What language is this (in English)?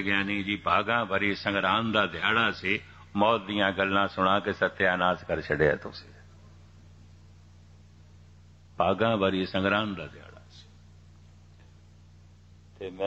Punjabi